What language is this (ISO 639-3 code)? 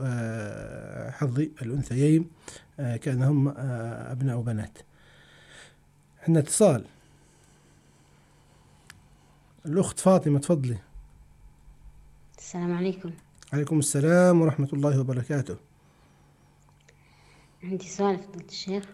ara